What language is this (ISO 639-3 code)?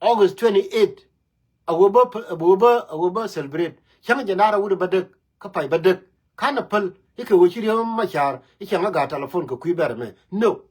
nus